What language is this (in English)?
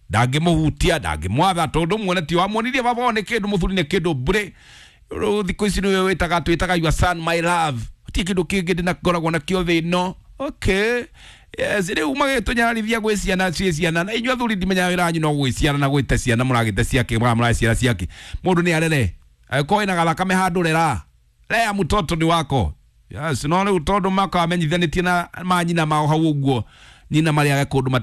Kikuyu